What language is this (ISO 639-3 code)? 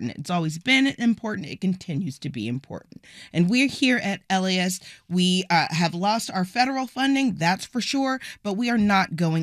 eng